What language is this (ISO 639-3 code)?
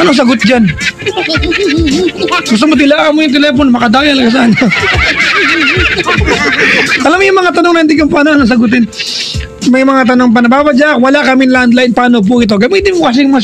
fil